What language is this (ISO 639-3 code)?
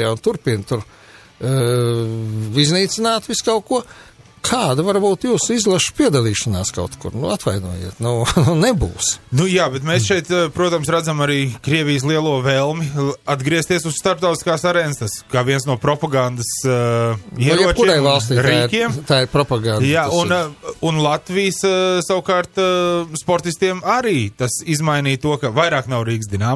lav